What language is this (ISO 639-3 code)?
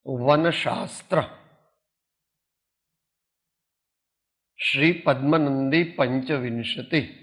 guj